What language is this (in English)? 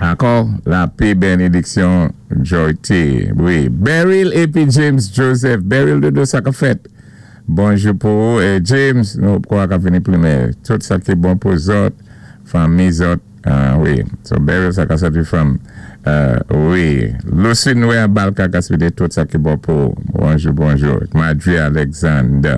Saint Lucian Creole French